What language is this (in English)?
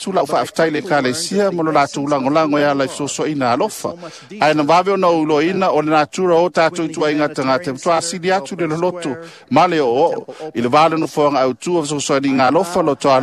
Samoan